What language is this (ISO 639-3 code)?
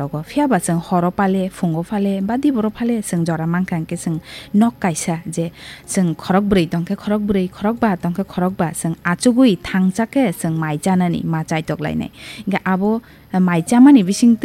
trp